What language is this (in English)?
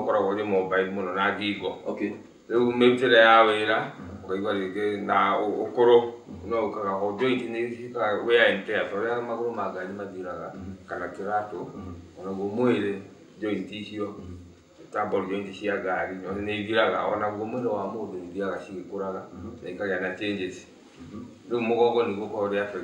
Kikuyu